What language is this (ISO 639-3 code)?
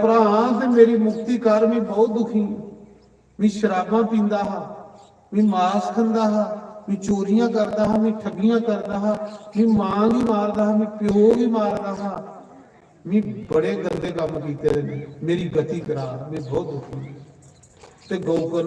doi